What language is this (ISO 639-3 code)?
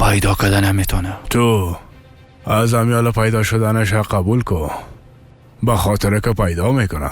fas